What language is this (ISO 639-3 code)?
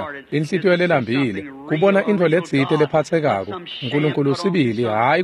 ssw